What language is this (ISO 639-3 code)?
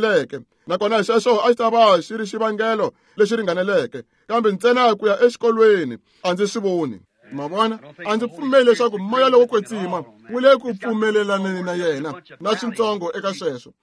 tso